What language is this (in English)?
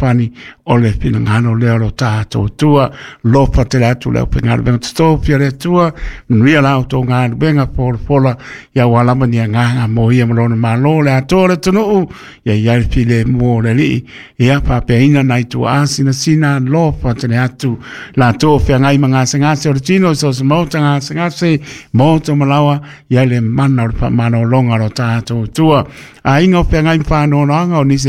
Samoan